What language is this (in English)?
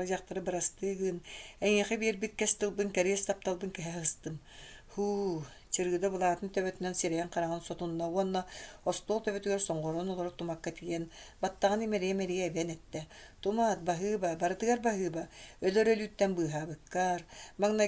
Yakut